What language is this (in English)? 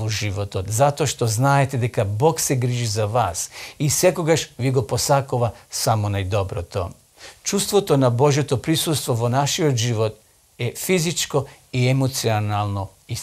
Macedonian